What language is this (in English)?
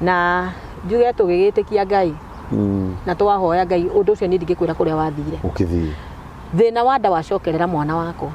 Kikuyu